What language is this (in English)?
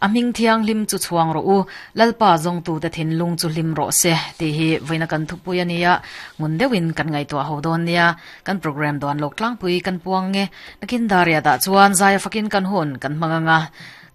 Mizo